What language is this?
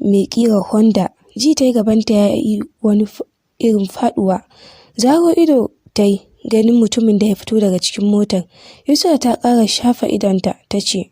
Hausa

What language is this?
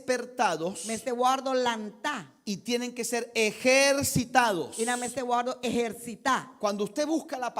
Papiamento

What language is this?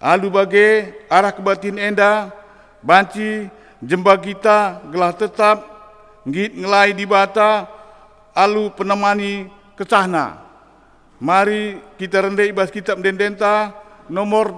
Batak Karo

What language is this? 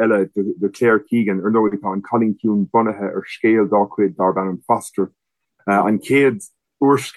Irish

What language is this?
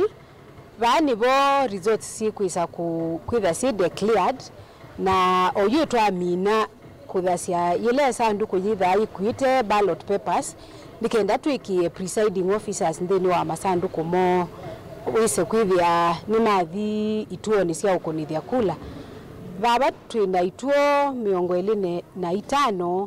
Kamba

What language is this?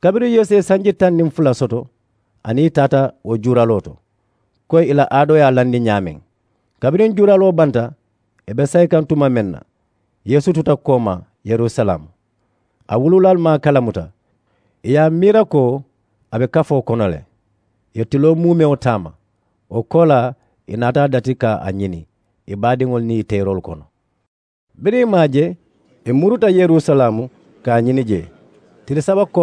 Mandingo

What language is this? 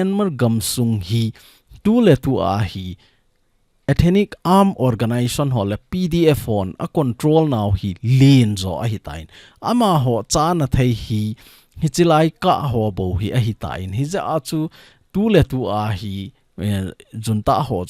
Thado Chin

